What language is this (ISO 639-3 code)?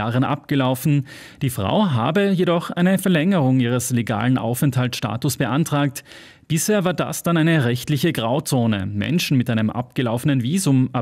deu